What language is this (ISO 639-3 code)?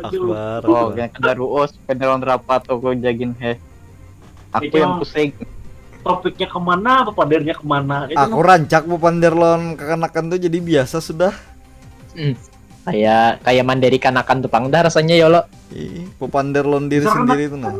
bjn